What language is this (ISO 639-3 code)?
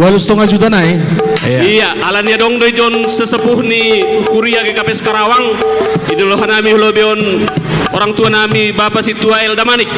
bts